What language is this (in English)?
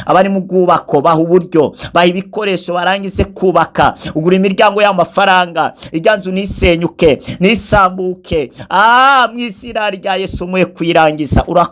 Rundi